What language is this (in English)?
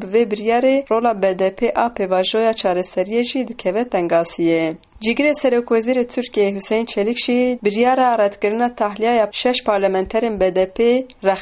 Kurdish